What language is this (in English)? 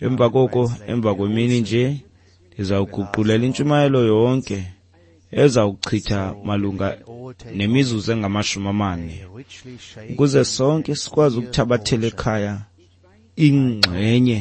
Xhosa